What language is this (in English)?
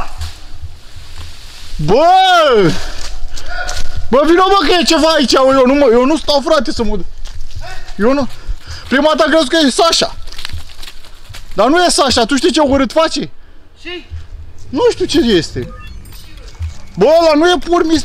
Romanian